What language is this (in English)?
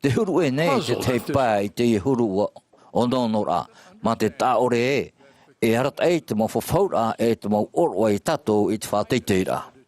Tahitian